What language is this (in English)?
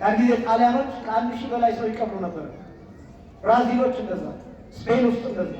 Amharic